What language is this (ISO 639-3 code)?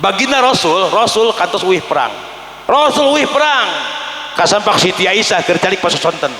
sun